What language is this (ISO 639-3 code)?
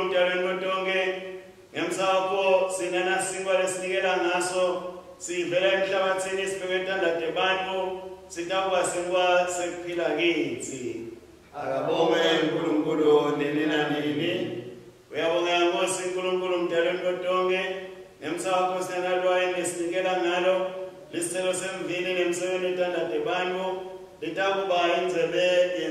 ssw